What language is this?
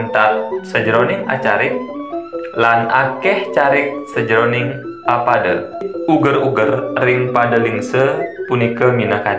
Balinese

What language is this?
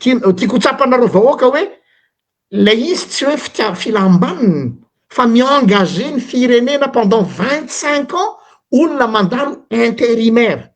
Malagasy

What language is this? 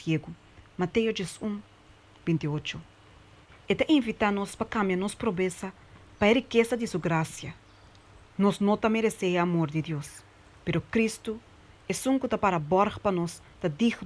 Papiamento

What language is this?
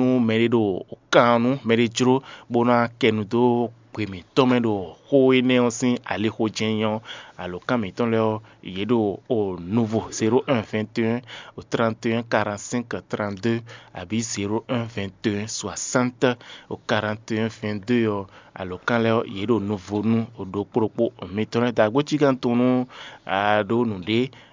Fon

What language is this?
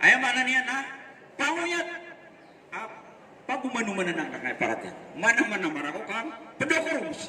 Maranao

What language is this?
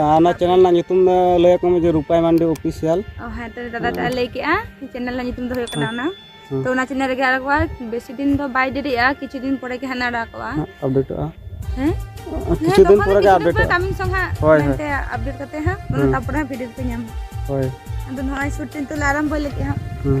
Santali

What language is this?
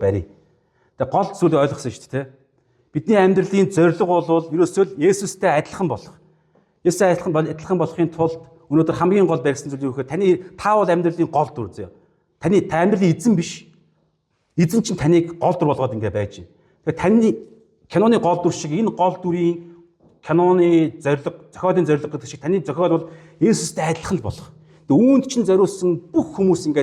Mongolian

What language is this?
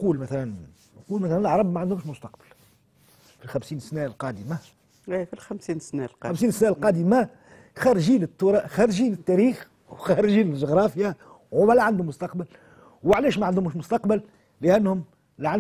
Tunisian Arabic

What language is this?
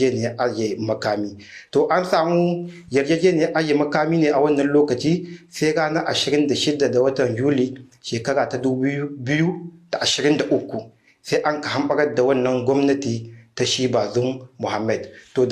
Hausa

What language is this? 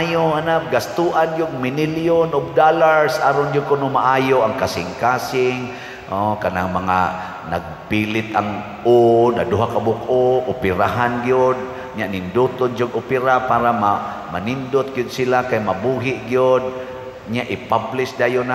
Cebuano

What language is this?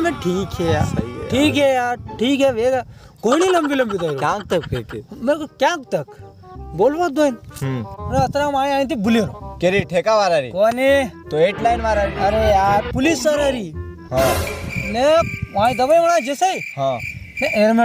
Rajasthani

